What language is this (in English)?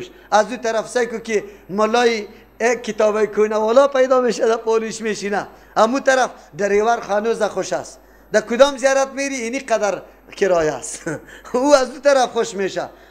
Persian